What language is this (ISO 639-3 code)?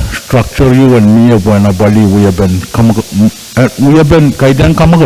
pon